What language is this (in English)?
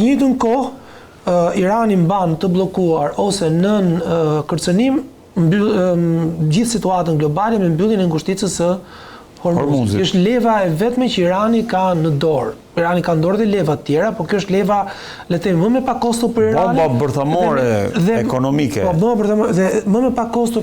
Albanian